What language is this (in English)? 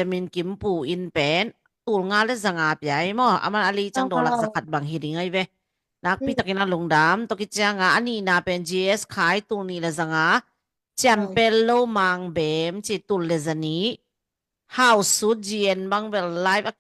Tedim Chin